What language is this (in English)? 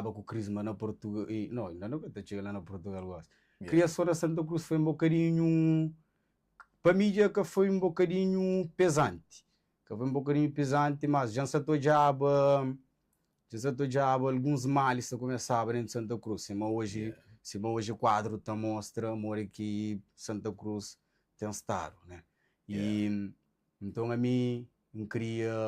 Kabuverdianu